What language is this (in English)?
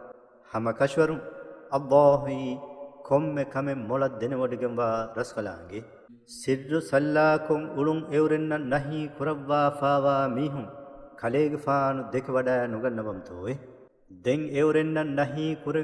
Divehi